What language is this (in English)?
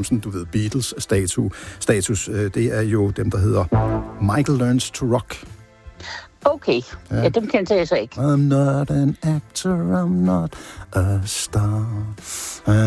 Danish